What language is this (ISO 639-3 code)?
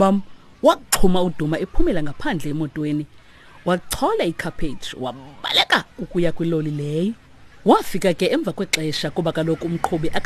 xho